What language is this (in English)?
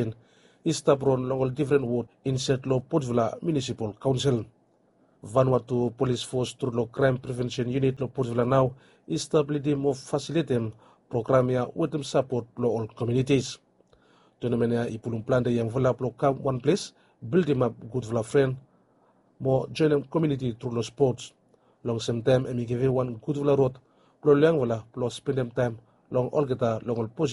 Bislama